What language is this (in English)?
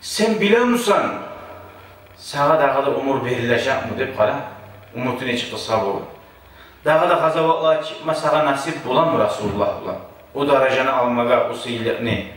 Kumyk